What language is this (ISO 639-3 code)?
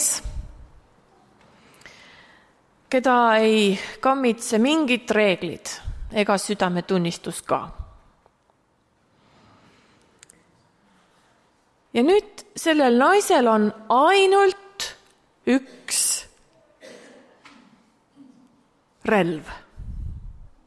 est